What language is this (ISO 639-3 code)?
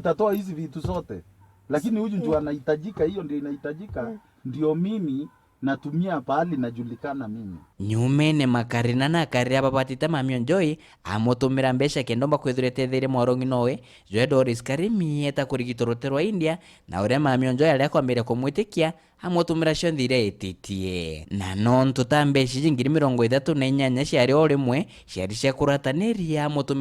mer